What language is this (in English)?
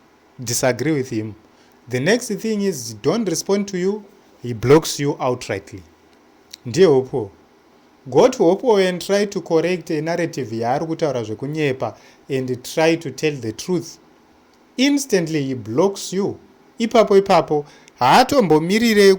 Shona